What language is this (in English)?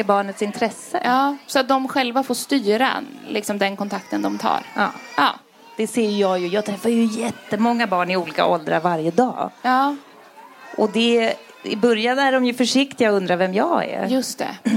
Swedish